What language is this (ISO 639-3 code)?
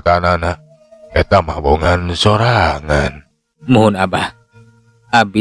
sun